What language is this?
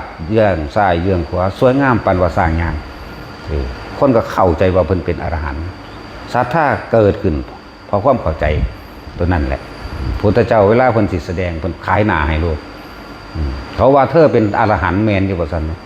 Northeastern Thai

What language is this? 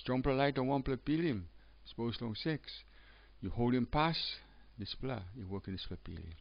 Tok Pisin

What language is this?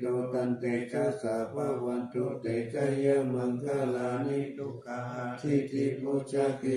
Pali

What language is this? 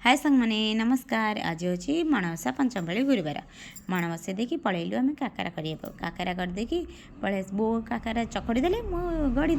Odia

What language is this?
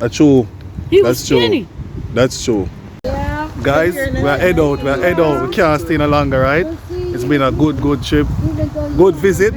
Jamaican Creole English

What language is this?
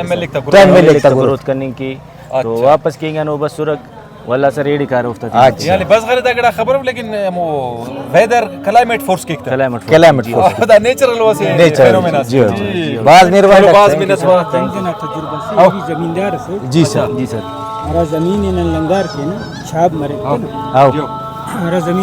Brahui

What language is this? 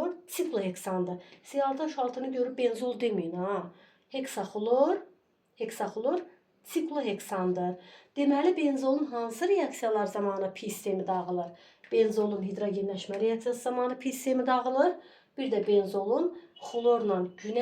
Azerbaijani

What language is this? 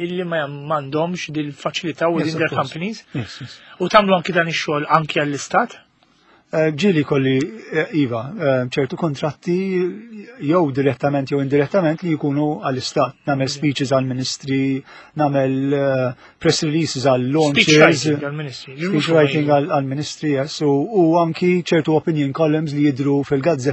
Maltese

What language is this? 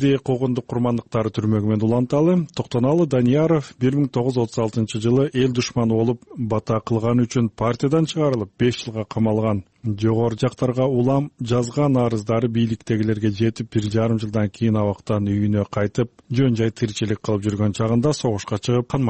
Kyrgyz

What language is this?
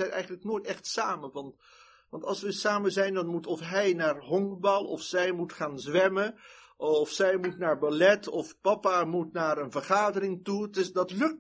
Dutch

